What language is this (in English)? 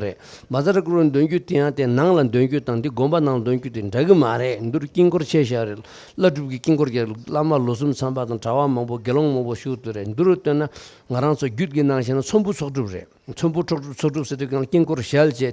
Tibetan